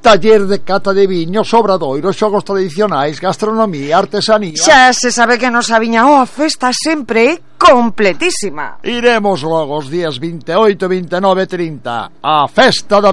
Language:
Galician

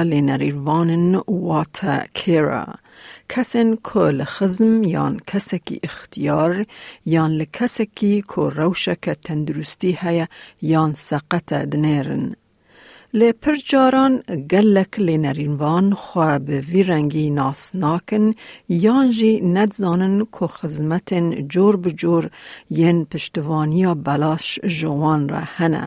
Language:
Kurdish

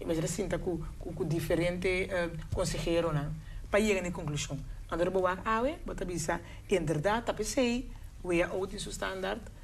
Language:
Papiamento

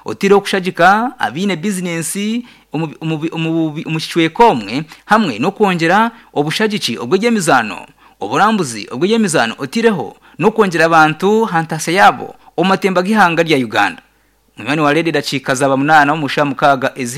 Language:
Nyankole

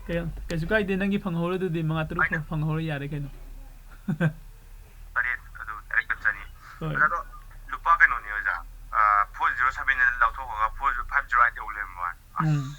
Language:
Manipuri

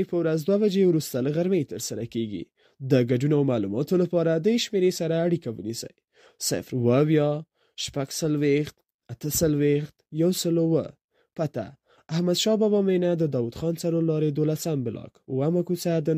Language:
Pashto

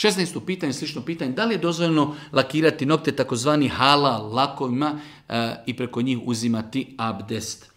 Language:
Bosnian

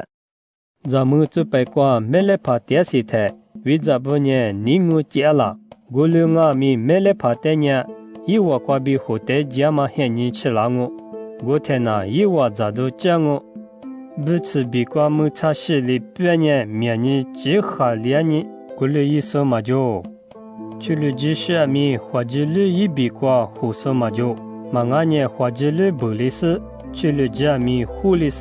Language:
Lisu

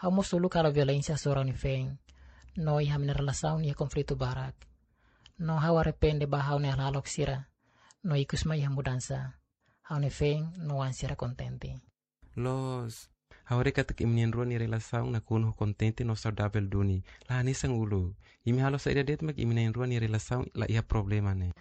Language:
Tetum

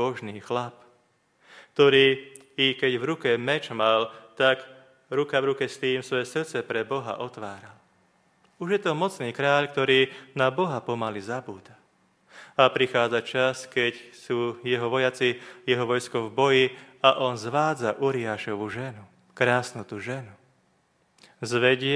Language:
Slovak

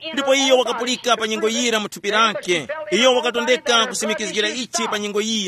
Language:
Tumbuka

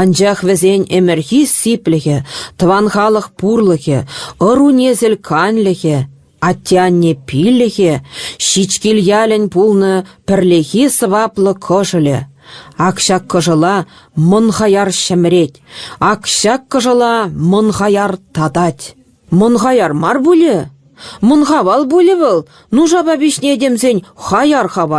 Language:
Chuvash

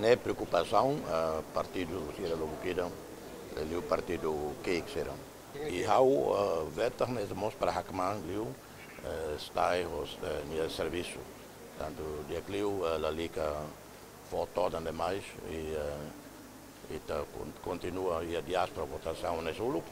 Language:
Tetum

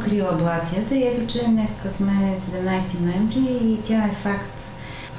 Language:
Bulgarian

